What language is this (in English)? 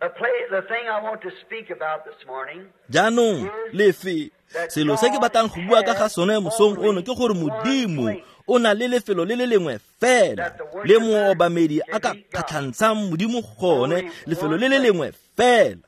Tswana